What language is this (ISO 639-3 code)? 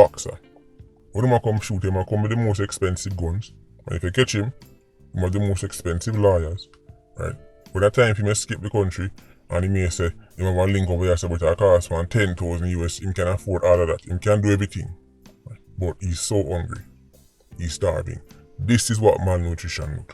jam